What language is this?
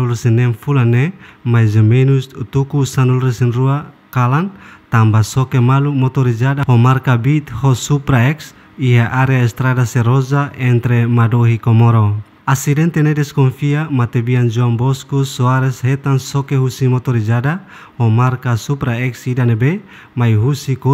Tetum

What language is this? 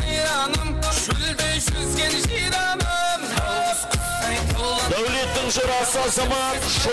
Kara-Kalpak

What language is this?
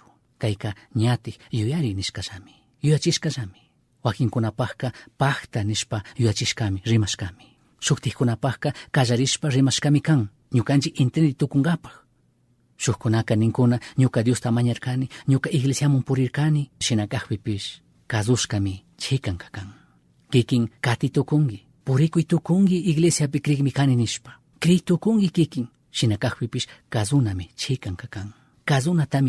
Chimborazo Highland Quichua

